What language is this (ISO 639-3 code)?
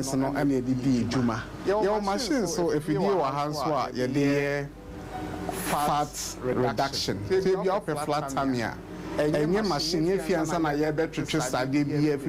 aka